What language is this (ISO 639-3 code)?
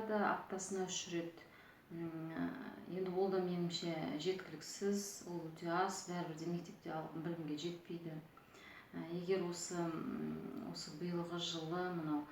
kaz